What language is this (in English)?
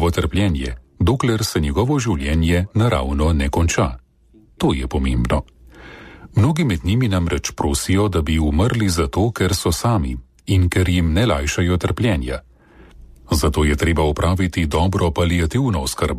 Slovenian